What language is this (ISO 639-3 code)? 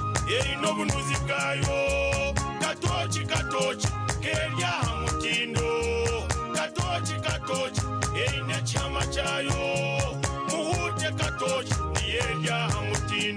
nyn